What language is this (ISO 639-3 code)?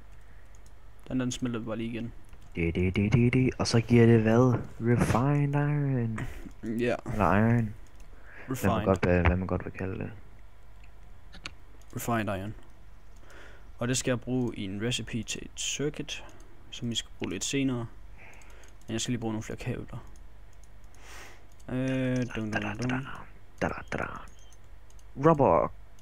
dan